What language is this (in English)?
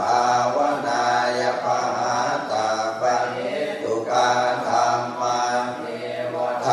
Pali